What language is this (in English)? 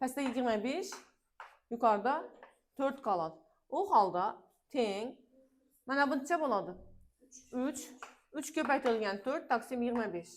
Uzbek